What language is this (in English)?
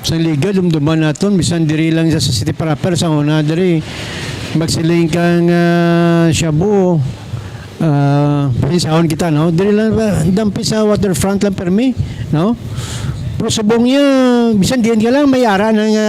Hiligaynon